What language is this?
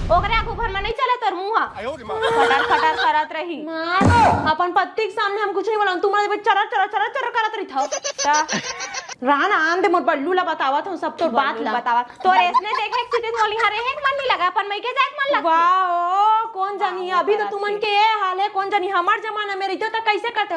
Chhattisgarhi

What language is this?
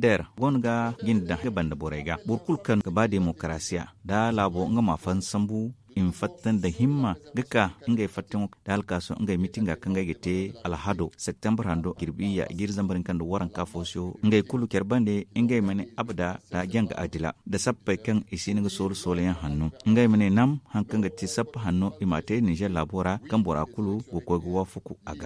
Zarma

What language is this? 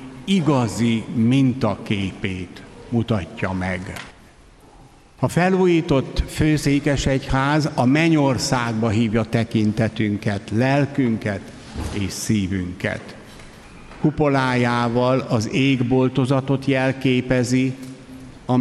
Hungarian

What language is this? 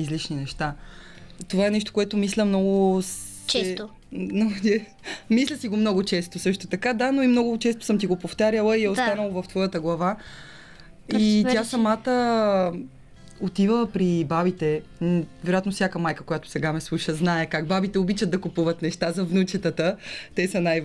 Bulgarian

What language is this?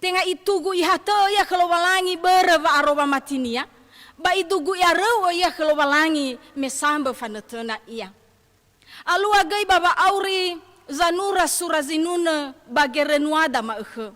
Nias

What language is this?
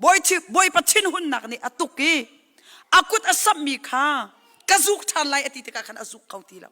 Hakha Chin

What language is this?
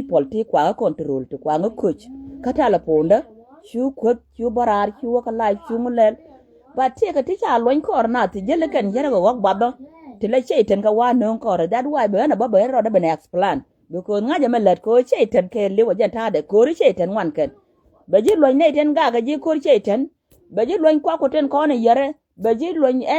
Nuer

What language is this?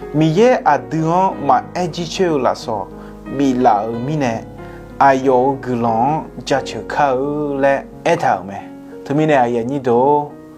Akha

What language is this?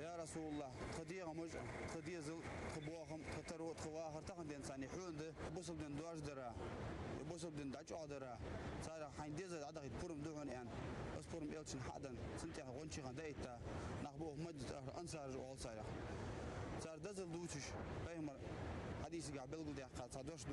Ingush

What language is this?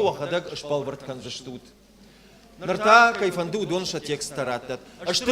Ossetic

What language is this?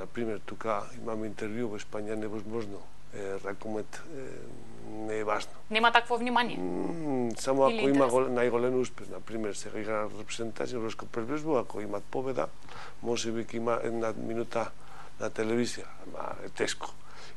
Macedonian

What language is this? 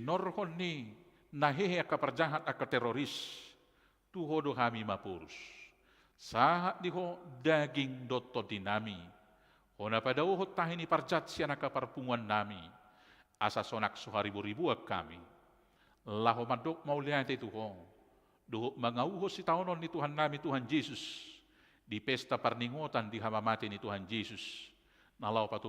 Batak Toba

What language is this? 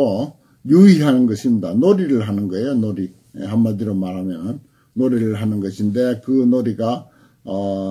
Korean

